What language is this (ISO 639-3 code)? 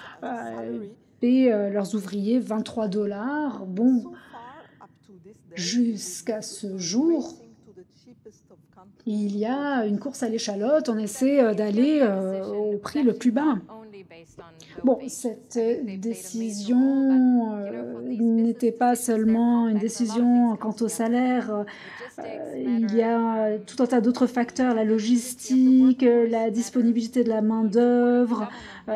fra